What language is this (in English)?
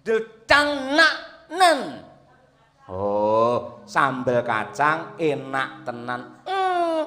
Javanese